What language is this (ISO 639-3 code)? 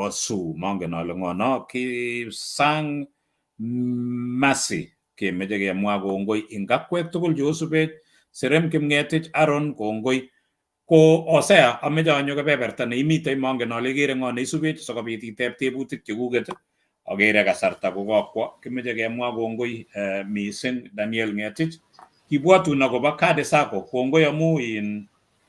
kln